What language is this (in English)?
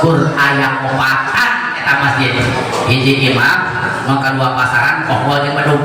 Sundanese